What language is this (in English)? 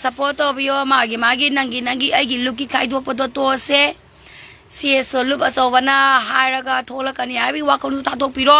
Manipuri